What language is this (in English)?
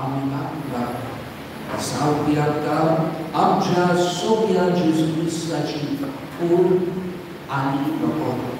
Konkani